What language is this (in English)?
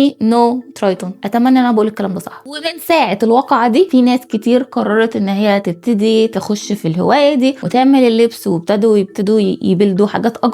Egyptian Arabic